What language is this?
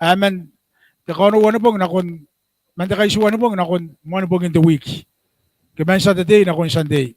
Gilbertese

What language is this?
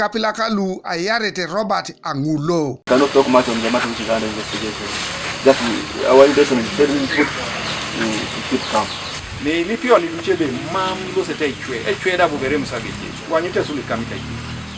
Teso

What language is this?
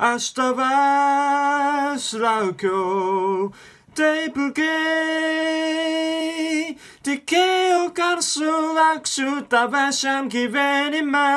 Lithuanian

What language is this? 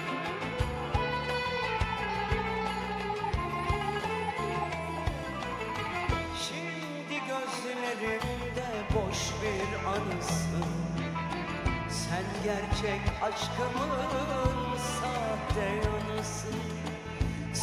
Turkish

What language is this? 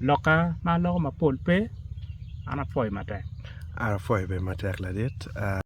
Acoli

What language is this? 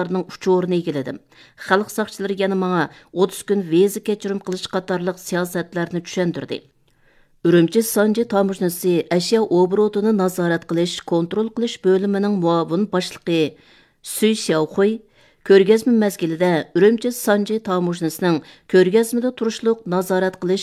Uyghur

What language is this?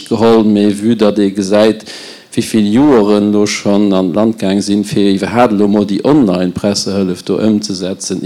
Luxembourgish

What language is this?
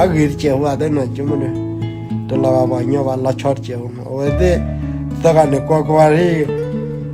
S'gaw Karen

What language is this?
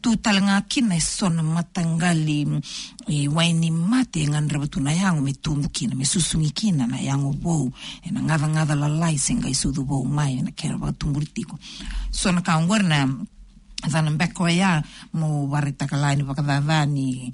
Fijian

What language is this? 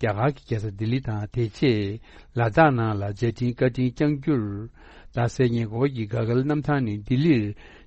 Tibetan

